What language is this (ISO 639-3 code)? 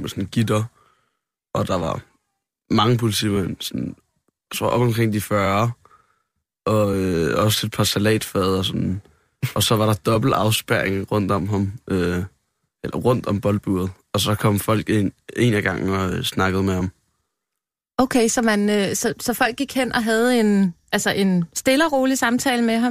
dan